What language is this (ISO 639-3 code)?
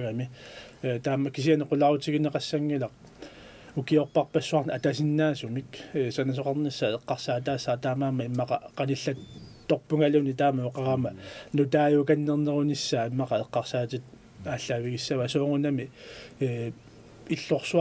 kal